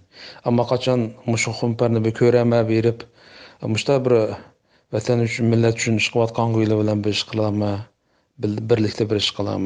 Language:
Uyghur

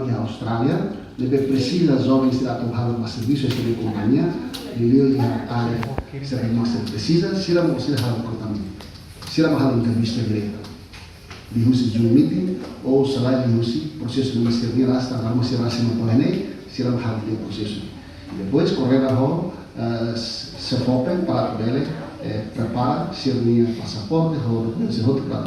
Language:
Tetum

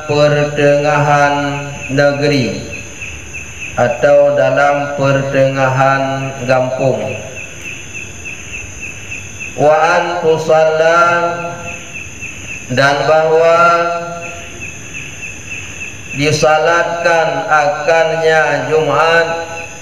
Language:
Malay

